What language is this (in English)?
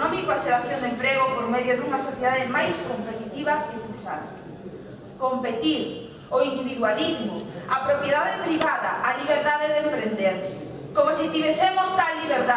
Galician